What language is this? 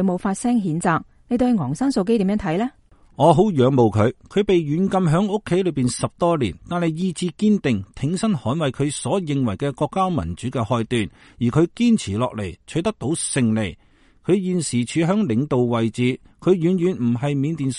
Cantonese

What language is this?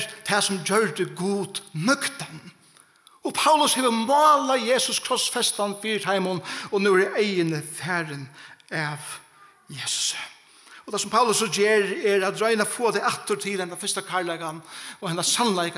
Faroese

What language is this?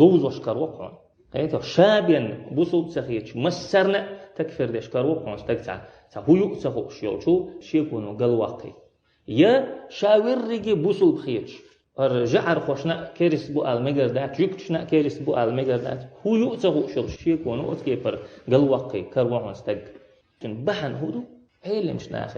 Chechen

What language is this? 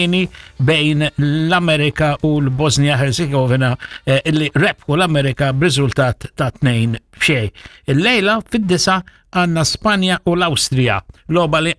Maltese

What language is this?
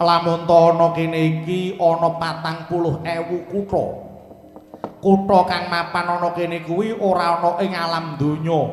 Javanese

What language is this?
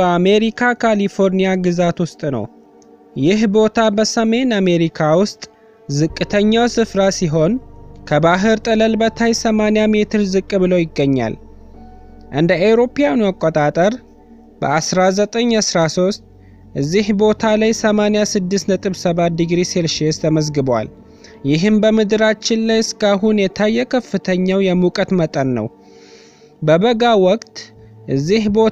Amharic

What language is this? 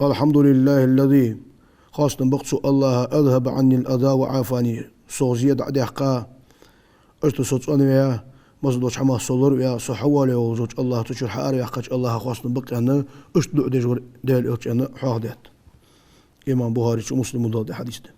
Ingush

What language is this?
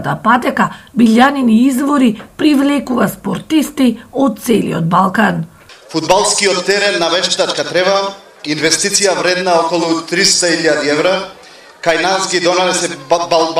Macedonian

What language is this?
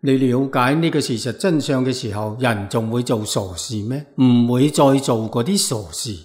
Cantonese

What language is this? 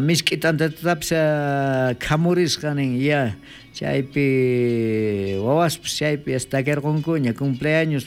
South Bolivian Quechua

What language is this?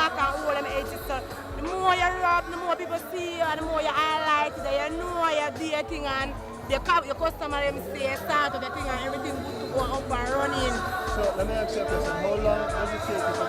Jamaican Creole English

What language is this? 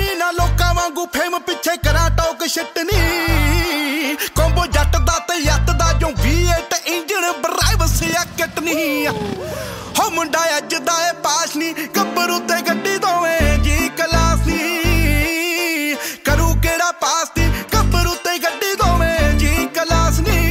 Punjabi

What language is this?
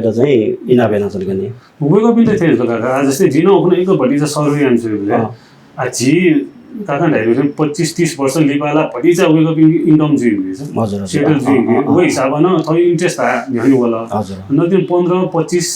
Newari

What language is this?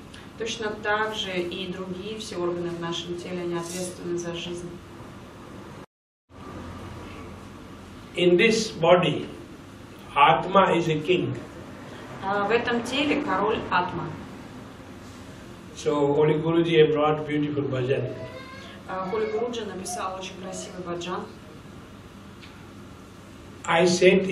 Russian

